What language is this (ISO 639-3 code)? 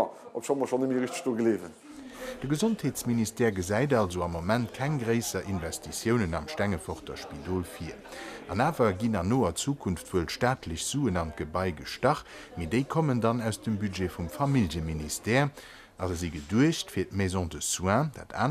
ltz